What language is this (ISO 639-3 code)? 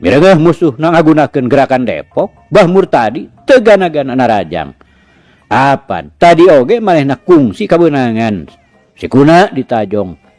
sun